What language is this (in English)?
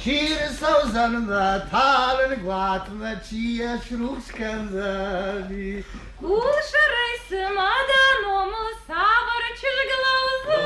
Ossetic